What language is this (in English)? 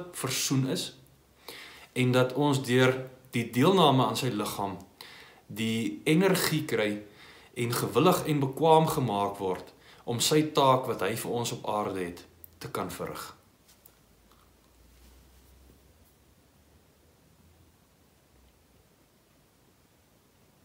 Afrikaans